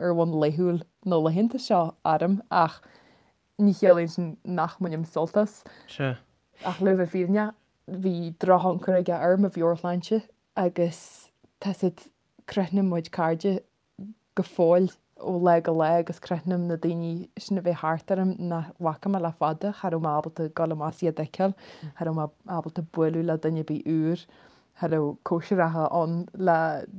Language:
Irish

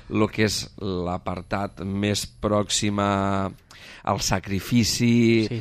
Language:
Catalan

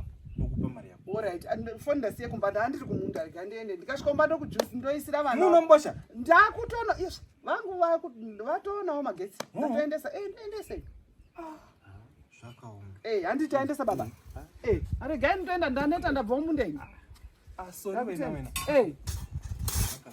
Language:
Shona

